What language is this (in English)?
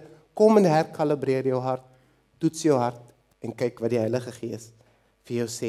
Afrikaans